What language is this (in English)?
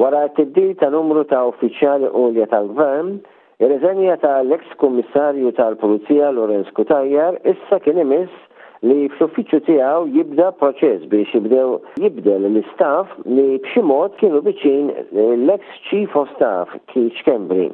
Maltese